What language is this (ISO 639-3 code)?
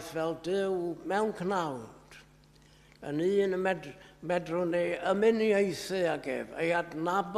cym